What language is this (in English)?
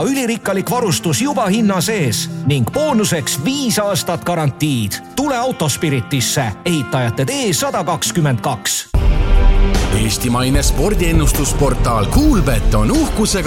Estonian